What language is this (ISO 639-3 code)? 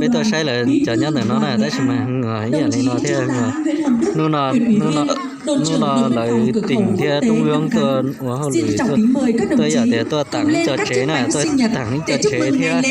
hmn